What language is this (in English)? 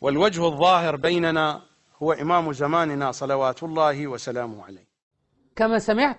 Arabic